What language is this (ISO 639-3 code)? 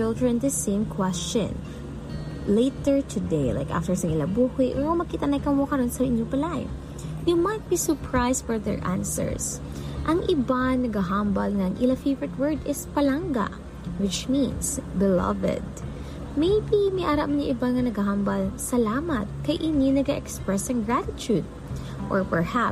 hil